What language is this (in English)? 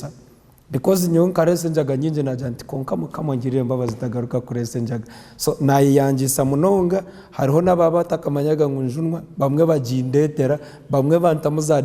Nyankole